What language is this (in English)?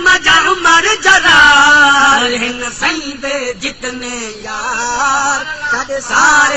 Saraiki